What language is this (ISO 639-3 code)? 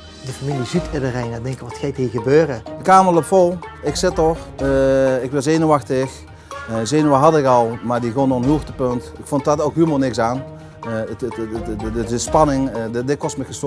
lim